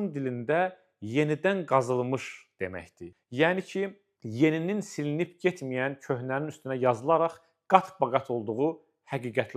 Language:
Azerbaijani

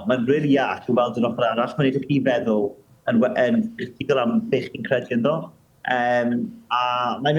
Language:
Welsh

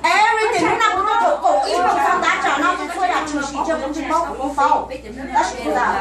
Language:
Hmong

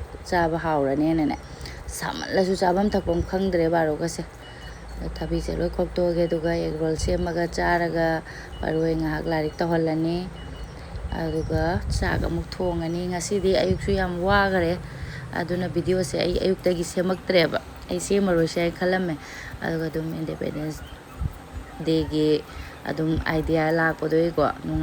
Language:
Manipuri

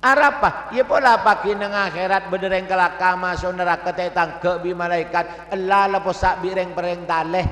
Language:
Madurese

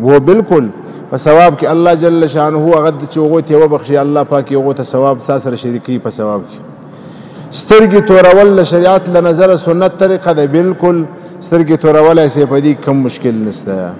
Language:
Pashto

